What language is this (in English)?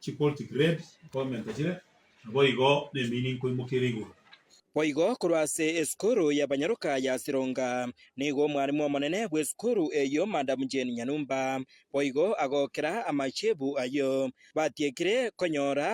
Gusii